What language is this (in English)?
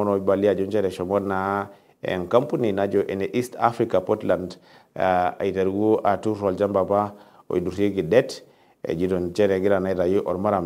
Masai